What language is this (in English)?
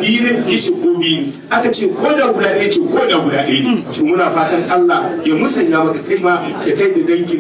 Hausa